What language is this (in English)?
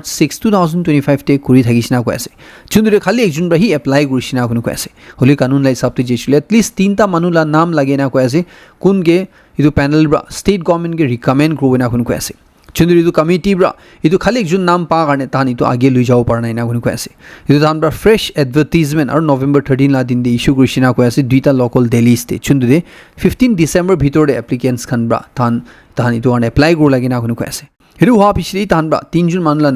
Naga Pidgin